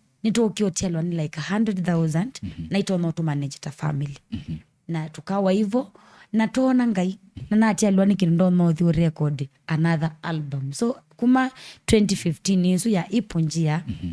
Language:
Kamba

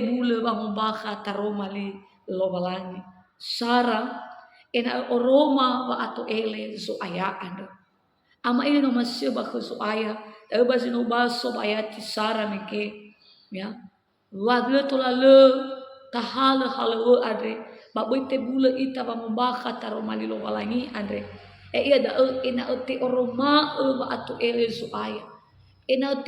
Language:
Nias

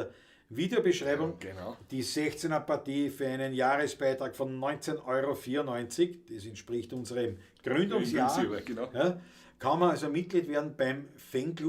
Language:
Bavarian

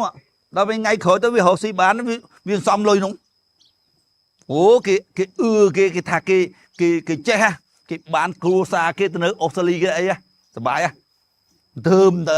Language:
Khmer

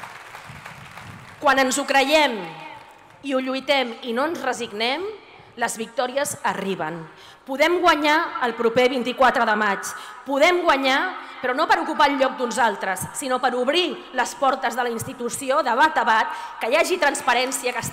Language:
Catalan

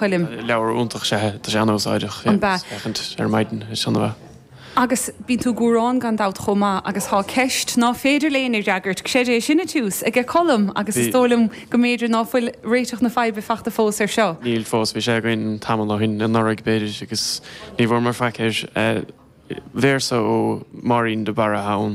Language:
Irish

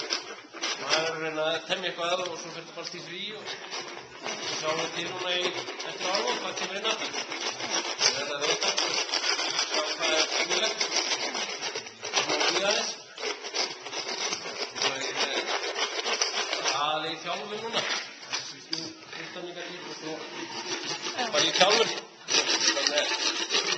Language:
Icelandic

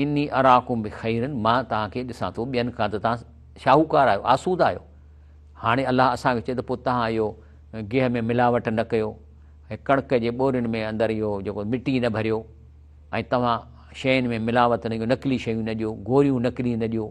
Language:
Sindhi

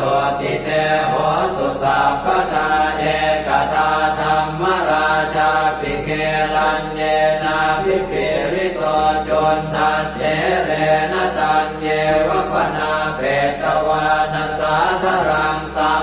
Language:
Pali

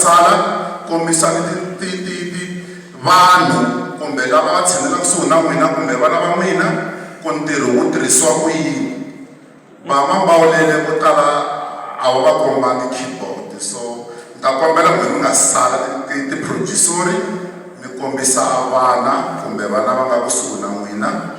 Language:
Tsonga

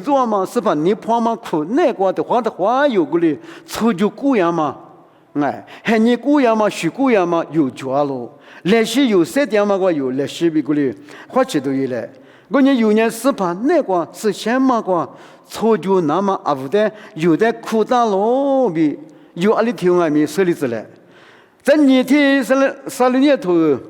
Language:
Lisu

